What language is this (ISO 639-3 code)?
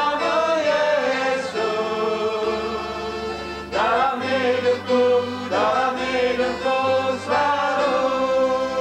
ind